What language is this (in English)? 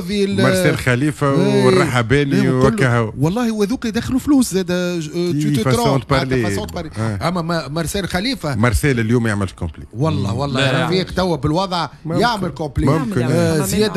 Tunisian Arabic